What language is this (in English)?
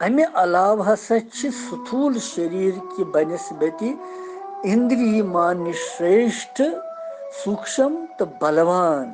Kashmiri